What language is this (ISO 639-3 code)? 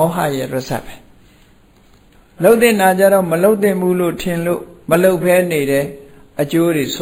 mya